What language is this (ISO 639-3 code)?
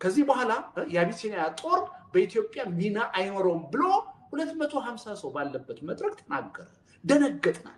amh